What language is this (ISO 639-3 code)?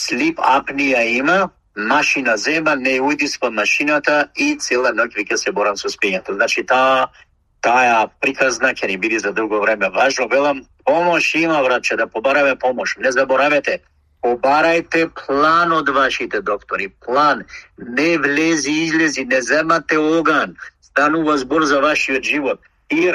mkd